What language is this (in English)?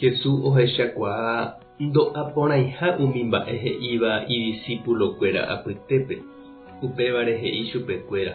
Guarani